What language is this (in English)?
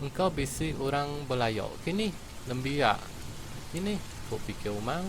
Iban